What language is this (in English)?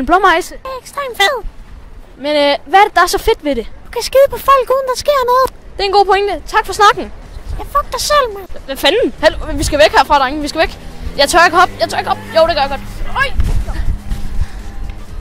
Danish